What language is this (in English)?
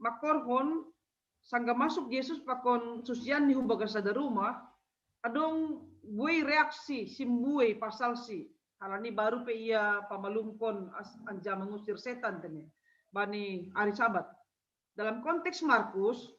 Batak Simalungun